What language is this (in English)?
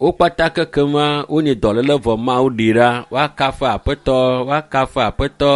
Ewe